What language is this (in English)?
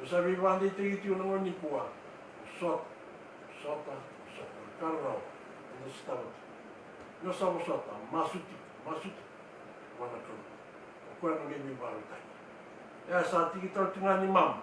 Fijian